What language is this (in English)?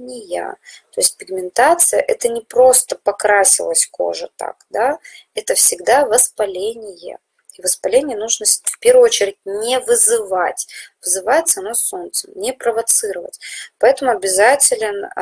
Russian